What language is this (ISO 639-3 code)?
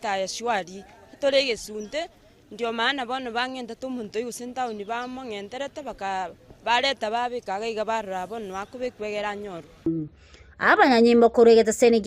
guz